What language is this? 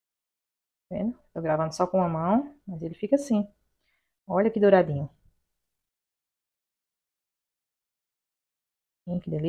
Portuguese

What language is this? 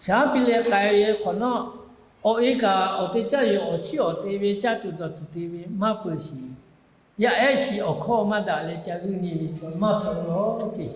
Lahu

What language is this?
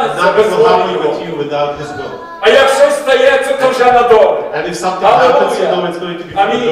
Ukrainian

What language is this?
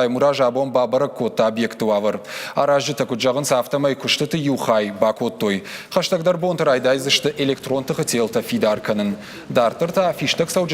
Ossetic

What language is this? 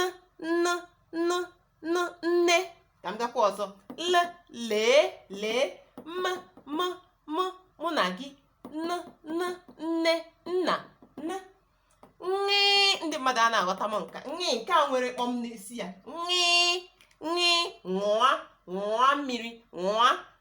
Igbo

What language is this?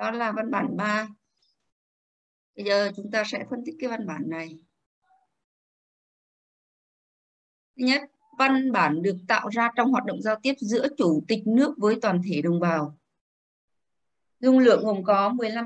Vietnamese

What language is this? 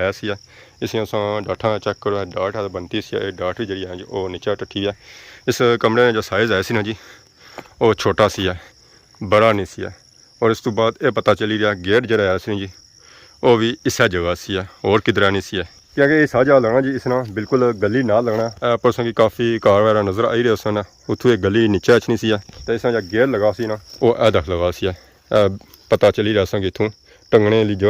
Pahari-Potwari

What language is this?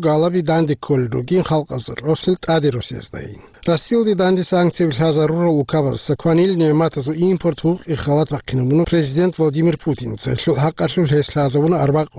Avaric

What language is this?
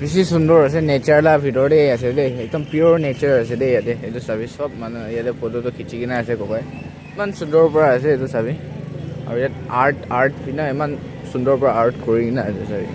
Naga Pidgin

